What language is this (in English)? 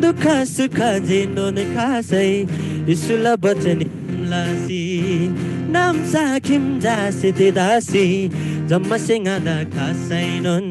Eastern Tamang